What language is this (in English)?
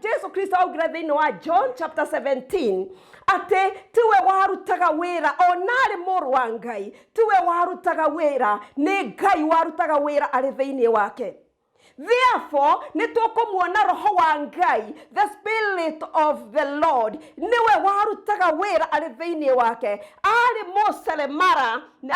Kikuyu